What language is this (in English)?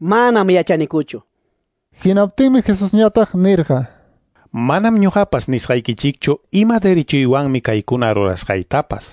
Ayacucho Quechua